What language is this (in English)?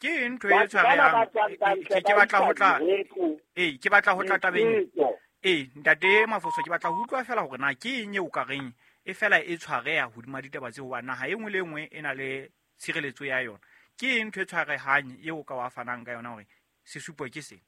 Southern Sotho